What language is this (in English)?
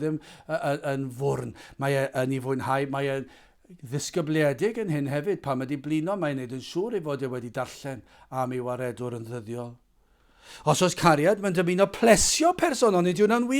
Welsh